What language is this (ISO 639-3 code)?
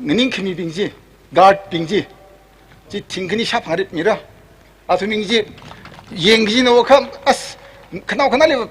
nmf